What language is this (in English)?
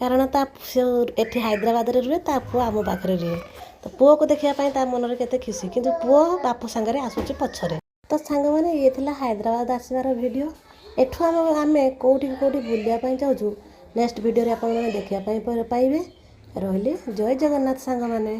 Odia